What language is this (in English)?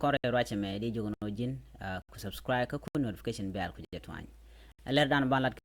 Nuer